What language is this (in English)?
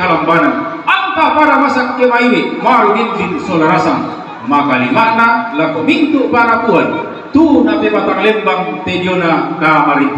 Toraja-Sa'dan